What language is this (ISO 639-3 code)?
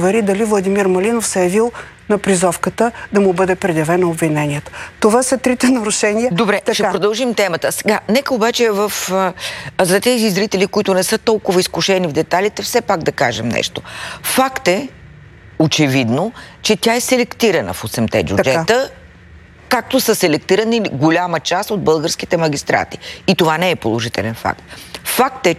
bul